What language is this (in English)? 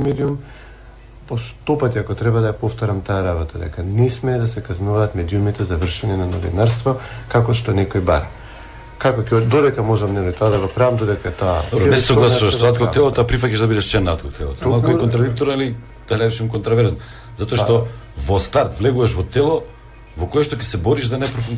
Macedonian